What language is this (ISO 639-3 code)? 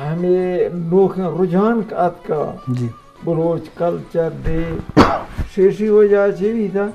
bgp